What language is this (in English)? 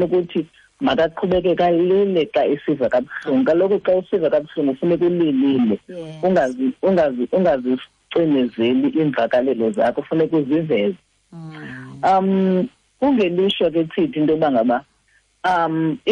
Xhosa